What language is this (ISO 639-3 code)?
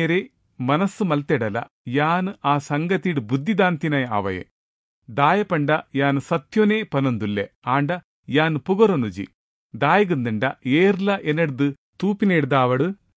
tcy